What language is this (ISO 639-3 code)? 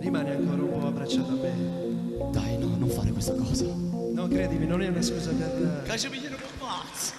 nap